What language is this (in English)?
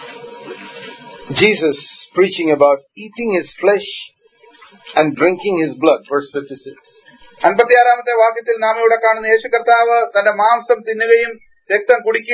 Malayalam